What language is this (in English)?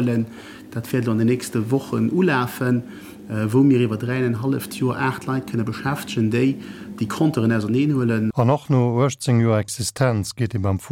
Luxembourgish